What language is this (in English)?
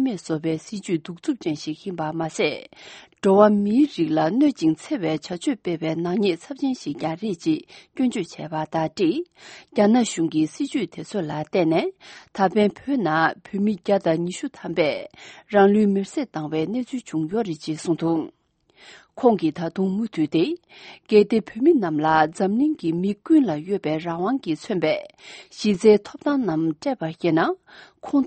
Tibetan